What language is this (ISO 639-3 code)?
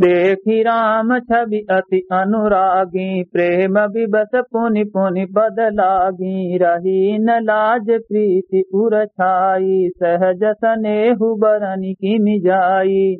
awa